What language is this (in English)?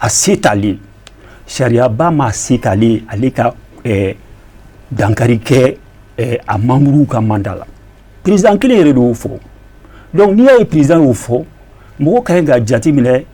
Bambara